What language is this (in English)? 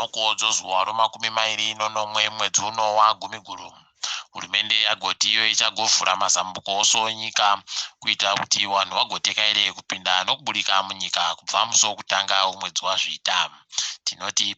Ndau